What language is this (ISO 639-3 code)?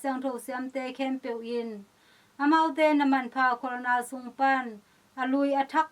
ctd